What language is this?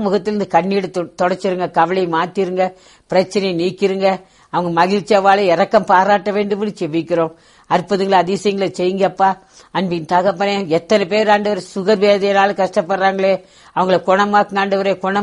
Tamil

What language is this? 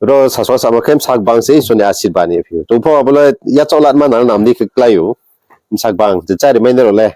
Riang (India)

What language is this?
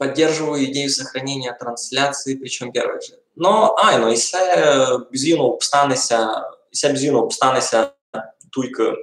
Rusyn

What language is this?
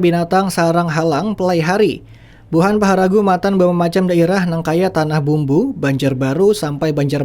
Banjar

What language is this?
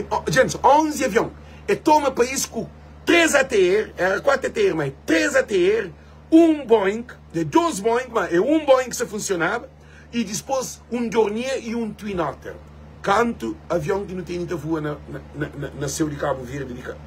Kabuverdianu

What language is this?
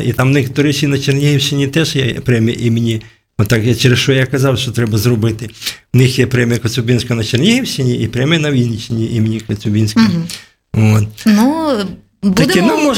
Ukrainian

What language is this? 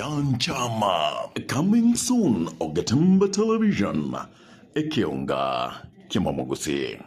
Gusii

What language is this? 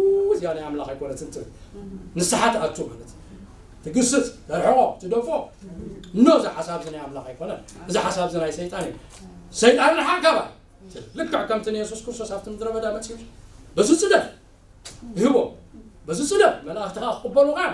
Tigrinya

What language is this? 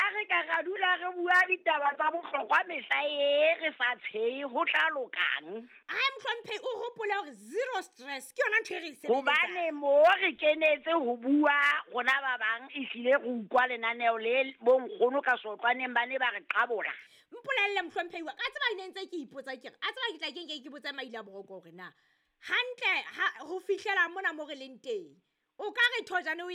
Southern Sotho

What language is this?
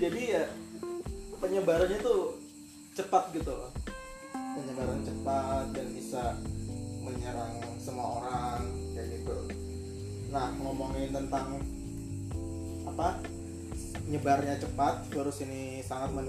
Indonesian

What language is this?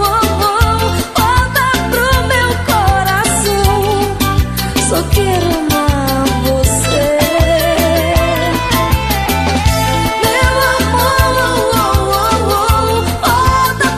Portuguese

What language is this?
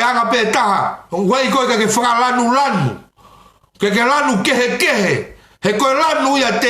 Tongan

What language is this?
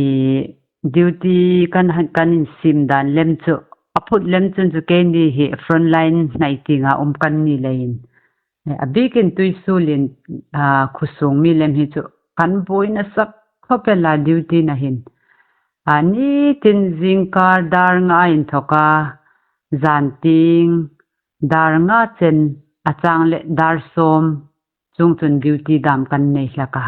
Hmar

